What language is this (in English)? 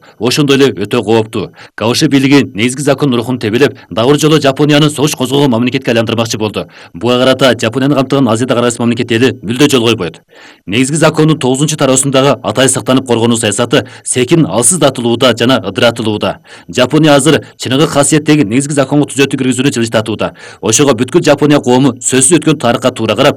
Kyrgyz